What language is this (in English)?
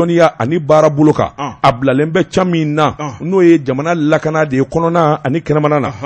Bambara